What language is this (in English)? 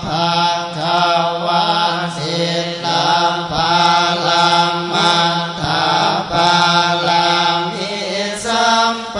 Pali